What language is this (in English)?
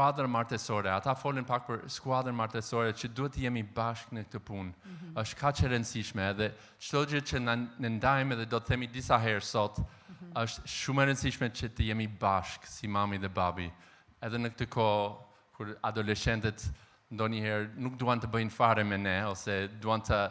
Albanian